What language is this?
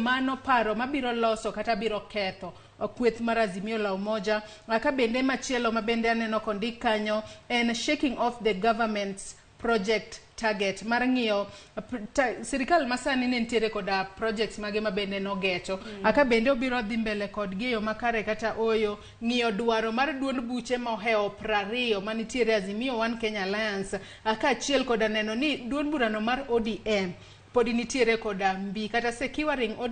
Luo (Kenya and Tanzania)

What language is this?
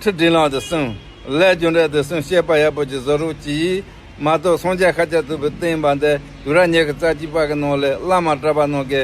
Tibetan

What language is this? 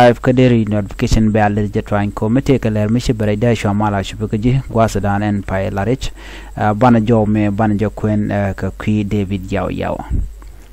Nuer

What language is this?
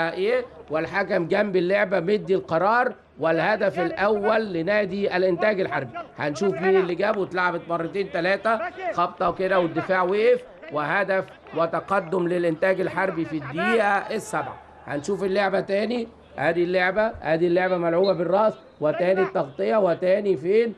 Egyptian Arabic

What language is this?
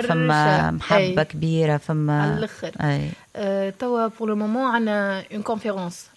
Tunisian Arabic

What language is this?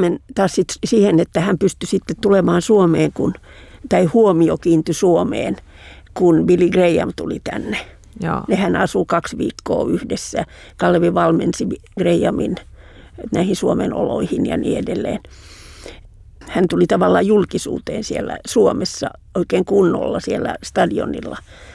Finnish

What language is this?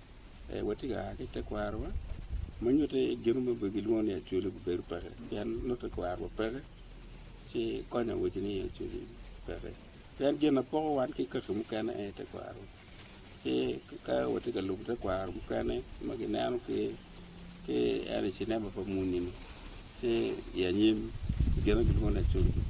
Acoli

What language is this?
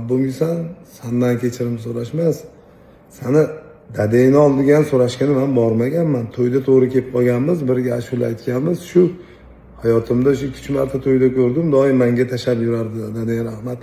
Uzbek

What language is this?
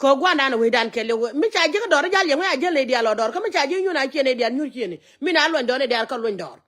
Nuer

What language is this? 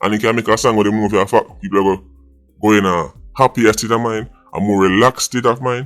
Jamaican Creole English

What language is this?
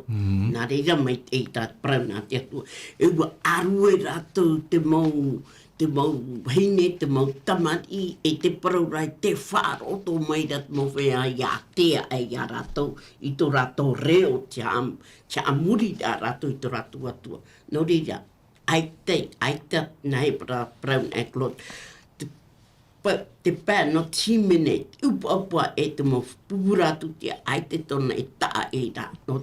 Tahitian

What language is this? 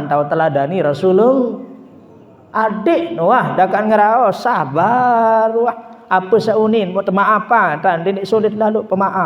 Sasak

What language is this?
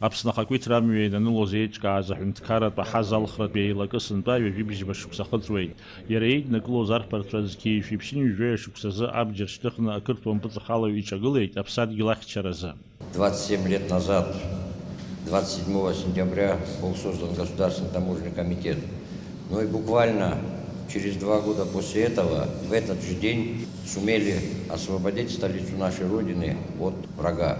Abkhazian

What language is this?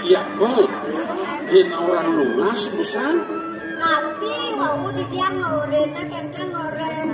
Balinese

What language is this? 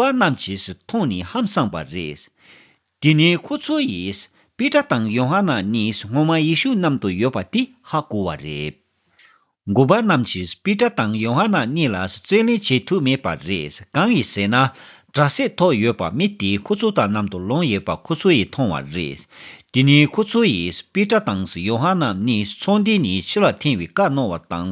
Tibetan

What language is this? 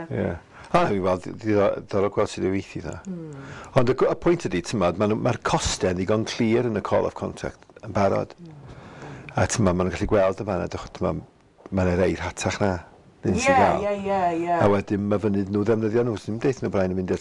Welsh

